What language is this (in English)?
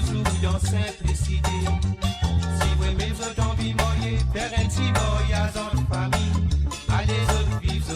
Morisyen